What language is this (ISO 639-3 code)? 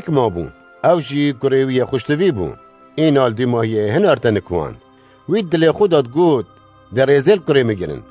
kur